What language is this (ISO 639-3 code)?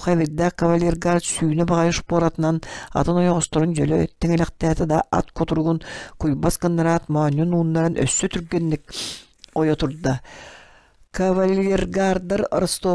sah